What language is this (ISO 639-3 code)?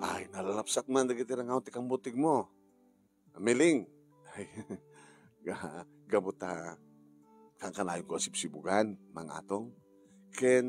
ilo